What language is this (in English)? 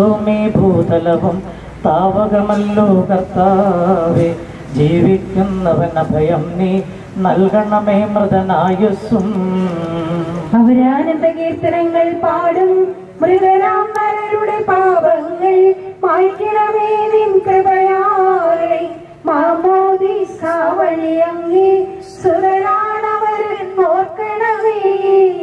Malayalam